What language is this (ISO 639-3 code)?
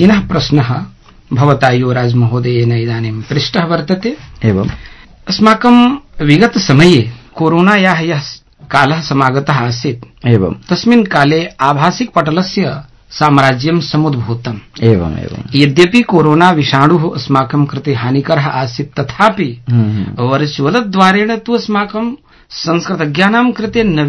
san